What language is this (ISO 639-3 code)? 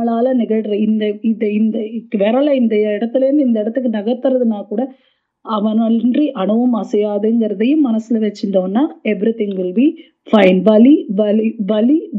tam